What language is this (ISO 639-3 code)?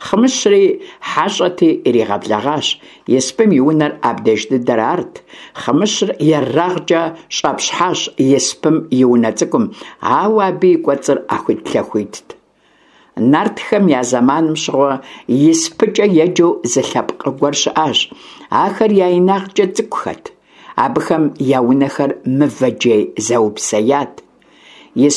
kbd